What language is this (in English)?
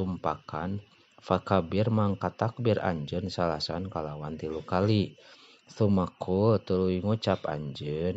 Sundanese